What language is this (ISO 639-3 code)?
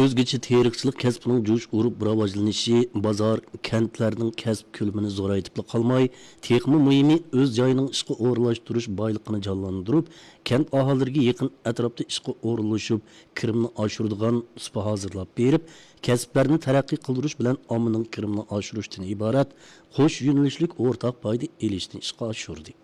uig